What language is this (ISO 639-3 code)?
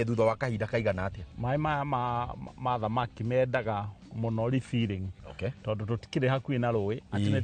kik